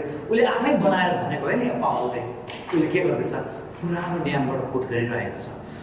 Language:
Nepali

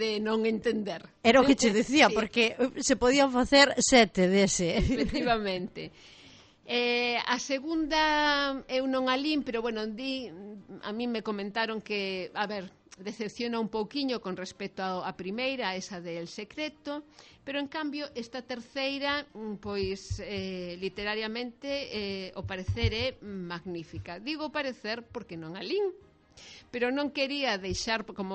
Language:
Galician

